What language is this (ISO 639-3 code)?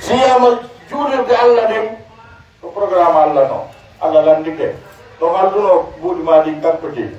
fuf